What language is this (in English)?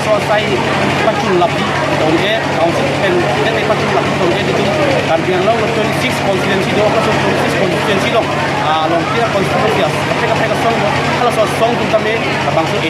Karbi